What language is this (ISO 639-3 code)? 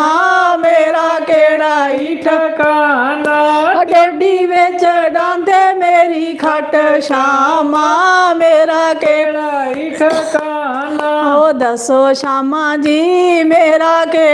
doi